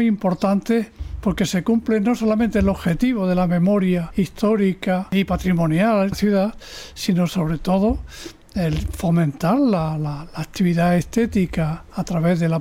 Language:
Spanish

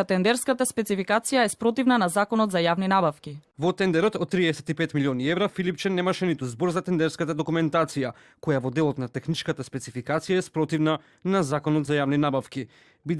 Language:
Macedonian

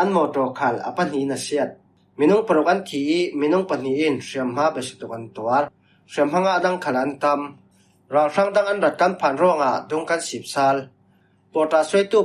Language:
Falam Chin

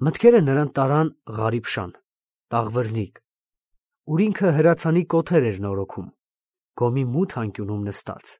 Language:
Armenian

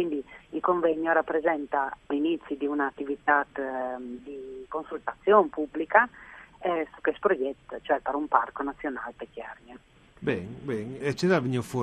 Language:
Friulian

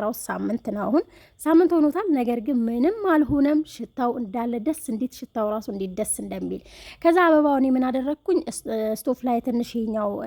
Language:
Amharic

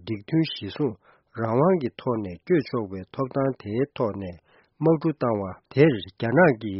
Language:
Tibetan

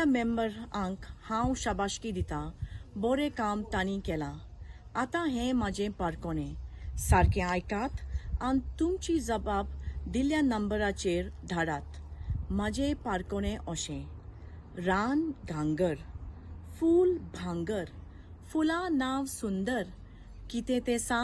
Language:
Konkani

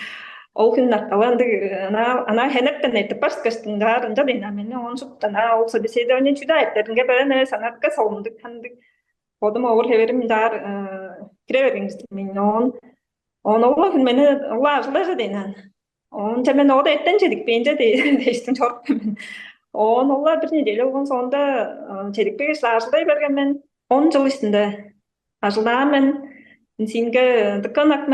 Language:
Tuvinian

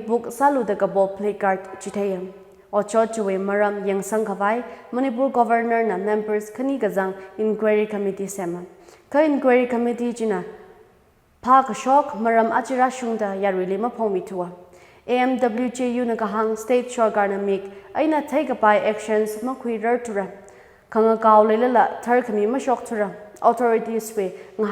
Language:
Tangkhul Naga (India)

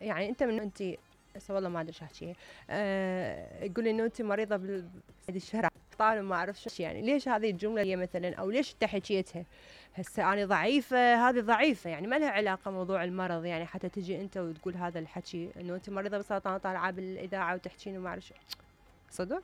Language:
Mesopotamian Arabic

